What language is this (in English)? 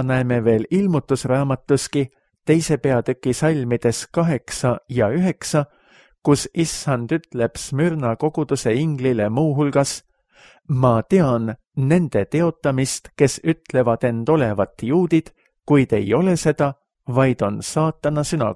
Estonian